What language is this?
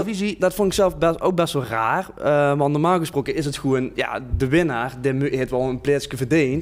Limburgish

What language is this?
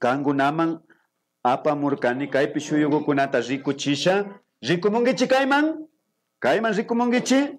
Imbabura Highland Quichua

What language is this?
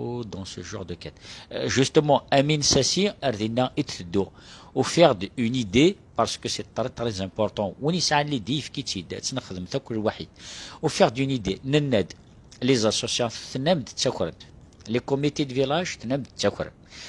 Kabyle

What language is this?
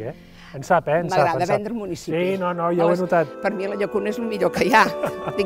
Catalan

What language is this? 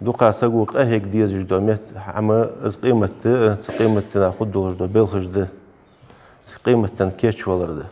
Ingush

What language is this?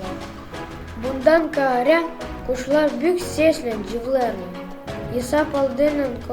Gagauz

